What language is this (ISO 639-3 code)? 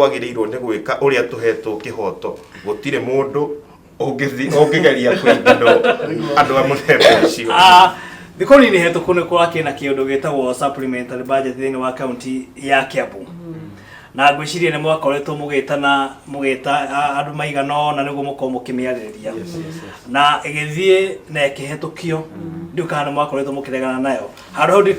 kik